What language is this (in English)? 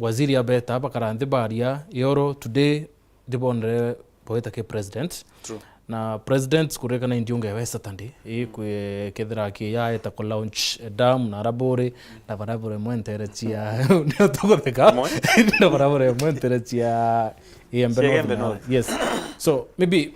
Meru